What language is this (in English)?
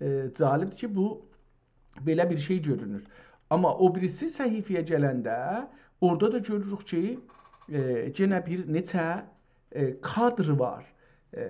South Azerbaijani